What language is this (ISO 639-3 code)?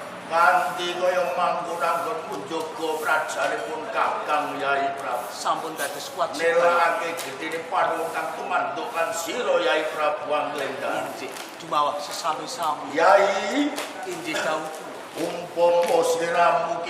jav